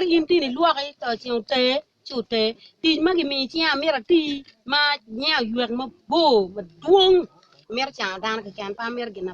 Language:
Acoli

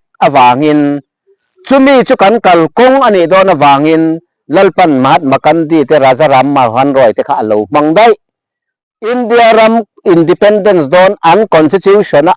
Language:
Mizo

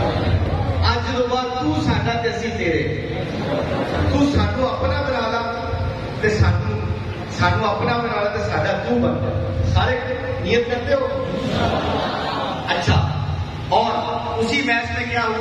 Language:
Urdu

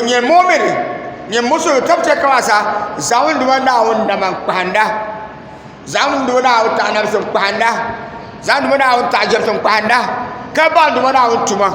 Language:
Dagbani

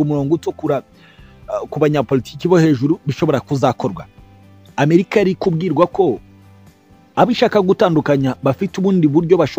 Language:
Kinyarwanda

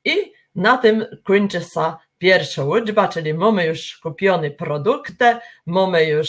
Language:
Kashubian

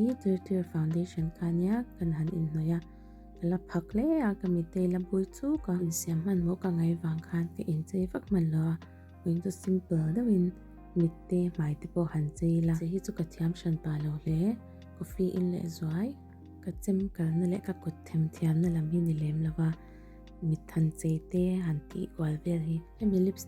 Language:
Mizo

